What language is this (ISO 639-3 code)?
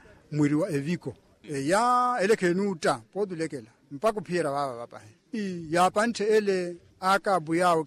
vmw